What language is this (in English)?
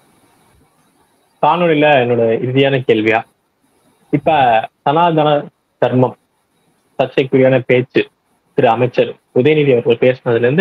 Tamil